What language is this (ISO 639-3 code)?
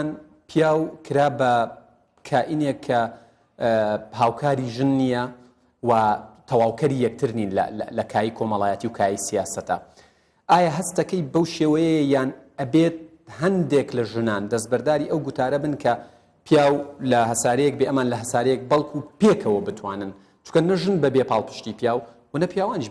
ckb